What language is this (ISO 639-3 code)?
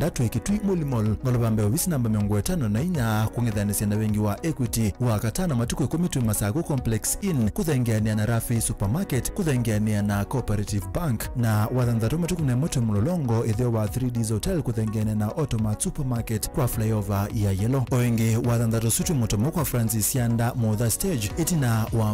kam